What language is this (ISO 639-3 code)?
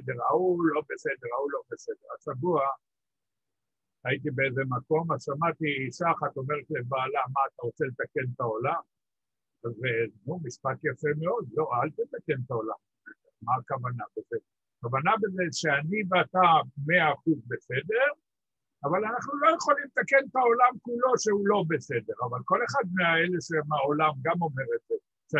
heb